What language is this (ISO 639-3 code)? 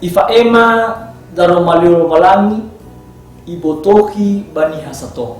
nia